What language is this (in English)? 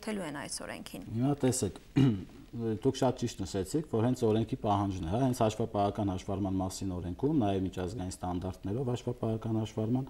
Armenian